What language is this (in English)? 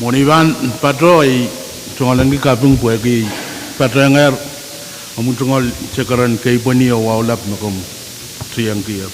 Pohnpeian